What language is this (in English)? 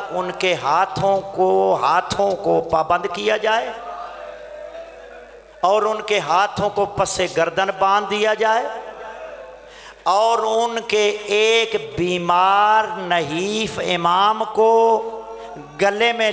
Urdu